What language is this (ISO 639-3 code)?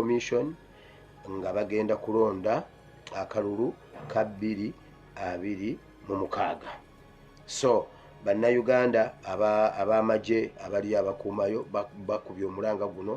lug